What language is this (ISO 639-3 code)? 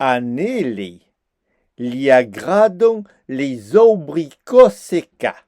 oci